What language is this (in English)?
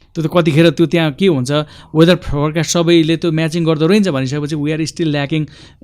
Nepali